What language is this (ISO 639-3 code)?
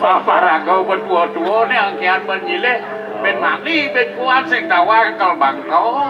ban